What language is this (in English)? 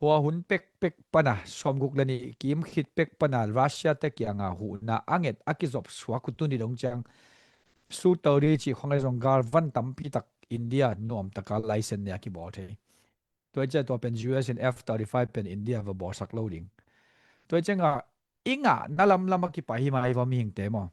Tedim Chin